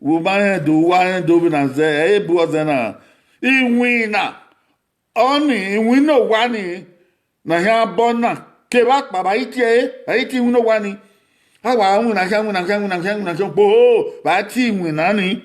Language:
Bini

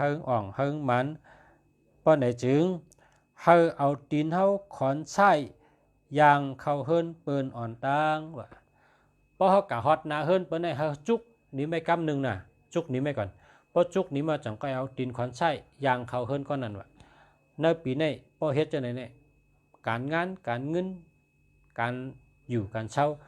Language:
Shan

